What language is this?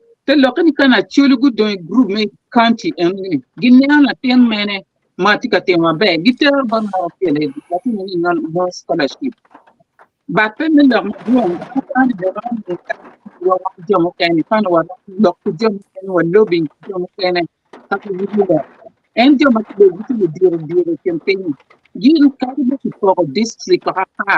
Acoli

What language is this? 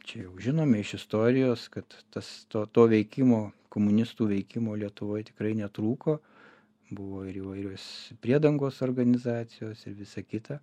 Lithuanian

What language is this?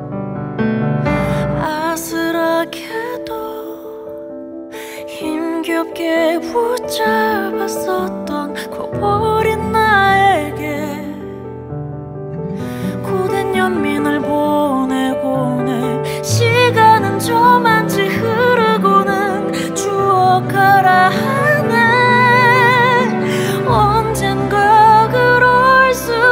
Korean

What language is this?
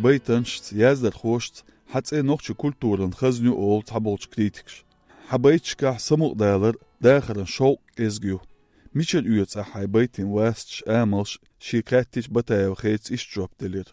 Chechen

